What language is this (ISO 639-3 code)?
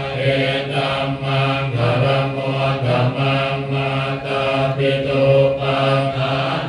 pli